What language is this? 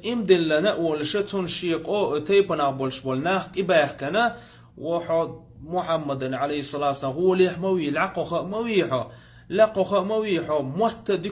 Chechen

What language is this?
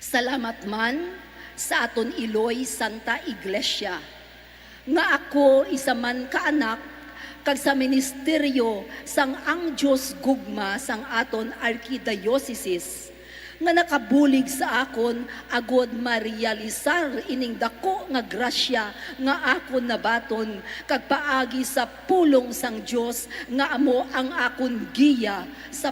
Hiligaynon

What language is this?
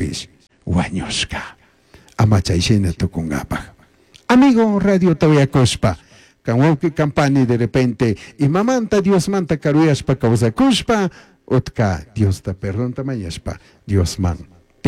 Chimborazo Highland Quichua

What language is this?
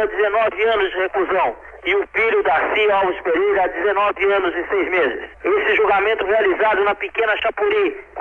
Portuguese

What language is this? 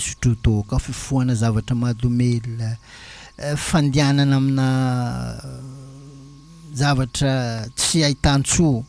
Malagasy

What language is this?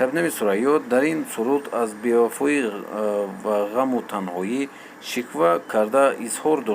Tajik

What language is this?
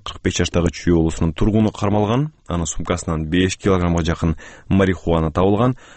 Kyrgyz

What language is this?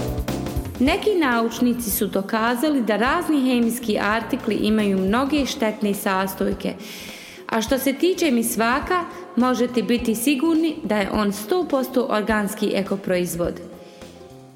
Bosnian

